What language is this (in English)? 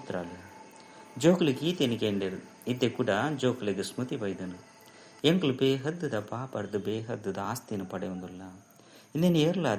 Tulu